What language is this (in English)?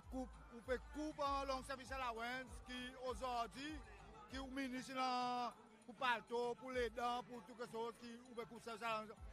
Seselwa Creole French